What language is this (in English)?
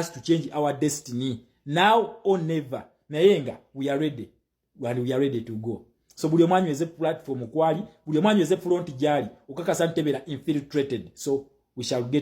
Ganda